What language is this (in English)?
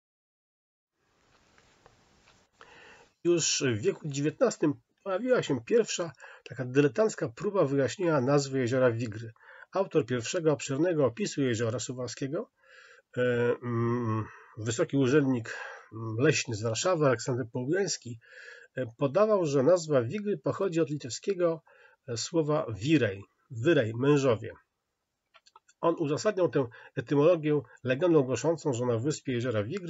Polish